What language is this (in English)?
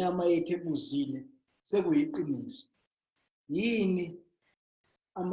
Zulu